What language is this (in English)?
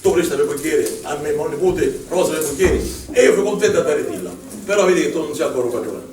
Sicilian